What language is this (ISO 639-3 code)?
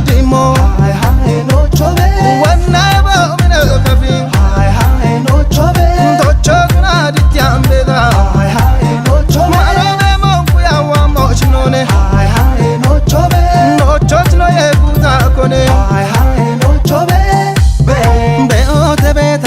kbr